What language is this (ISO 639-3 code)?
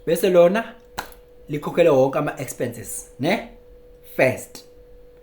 zul